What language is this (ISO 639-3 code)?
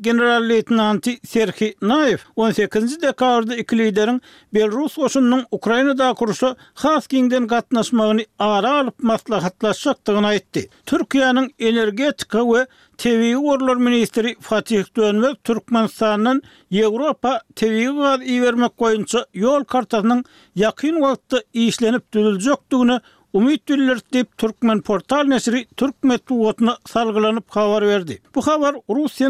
tuk